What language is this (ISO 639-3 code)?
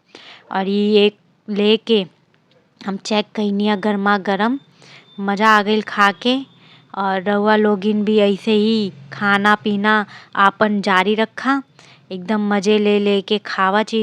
bho